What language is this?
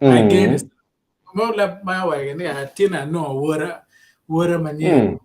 Acoli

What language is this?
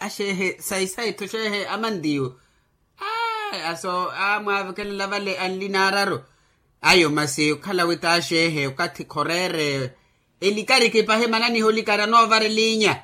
Makhuwa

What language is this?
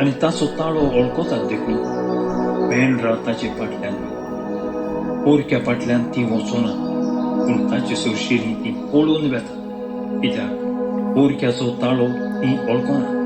Konkani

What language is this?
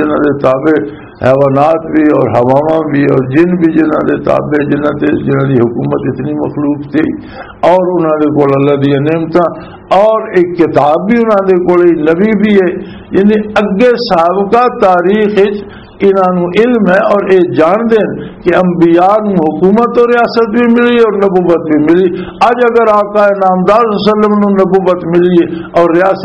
Western Panjabi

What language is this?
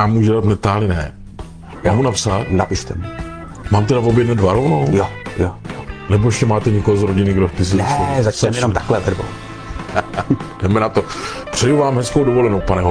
Czech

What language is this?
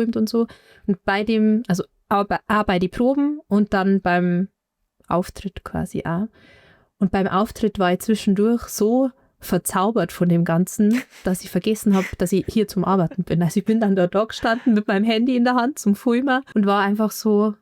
Bavarian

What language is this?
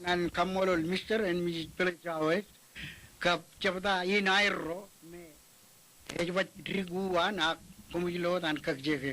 Marshallese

